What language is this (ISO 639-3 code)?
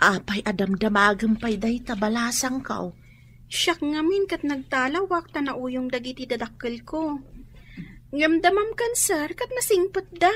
ilo